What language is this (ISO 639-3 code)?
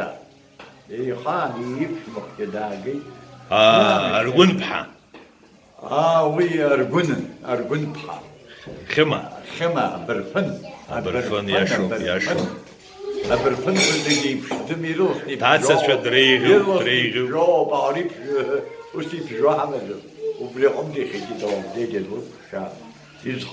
abk